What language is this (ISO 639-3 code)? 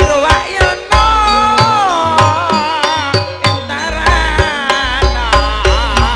mad